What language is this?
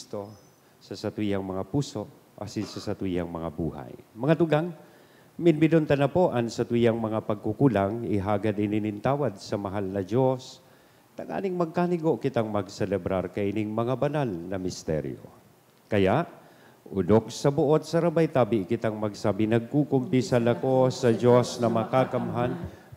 Bikol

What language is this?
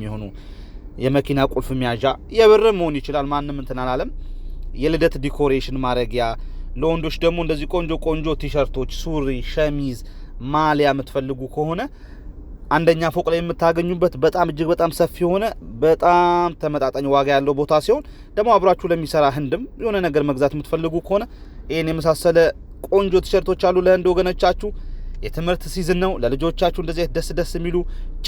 Amharic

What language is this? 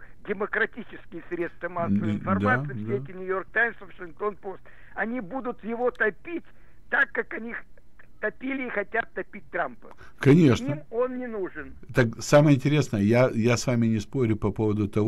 Russian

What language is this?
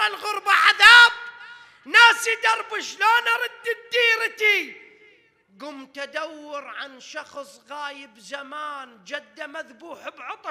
Mesopotamian Arabic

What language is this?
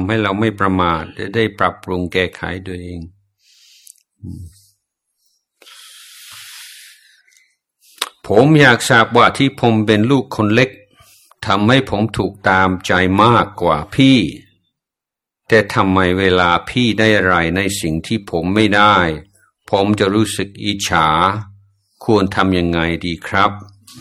Thai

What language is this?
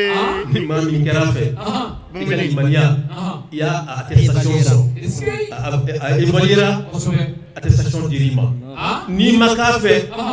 Bambara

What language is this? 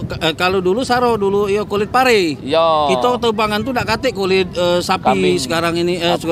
Indonesian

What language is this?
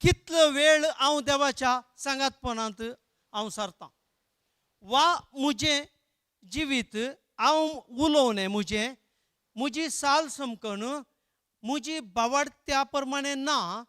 Konkani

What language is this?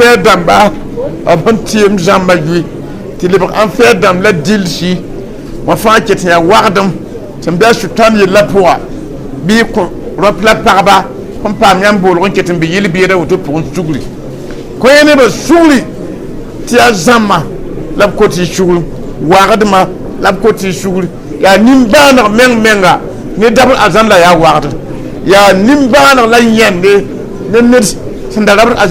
Mossi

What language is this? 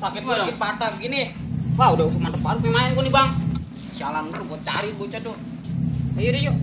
Betawi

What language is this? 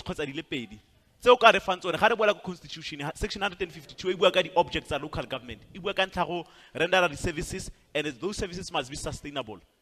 Tswana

